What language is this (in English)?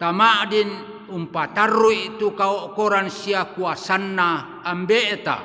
Toraja-Sa'dan